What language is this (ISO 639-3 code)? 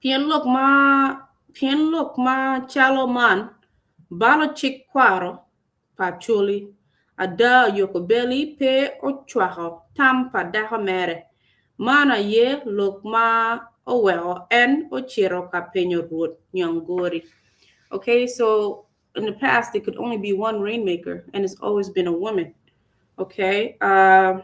ach